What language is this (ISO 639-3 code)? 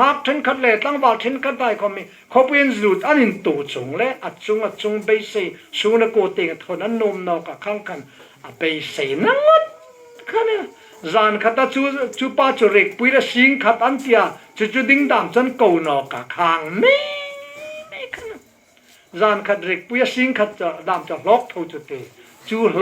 hmr